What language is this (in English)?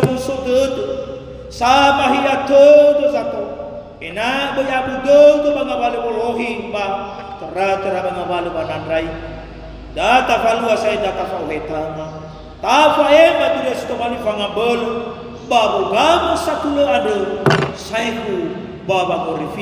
Nias